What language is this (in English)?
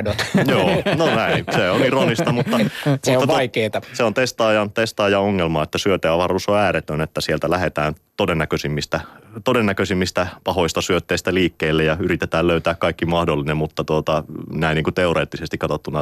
Finnish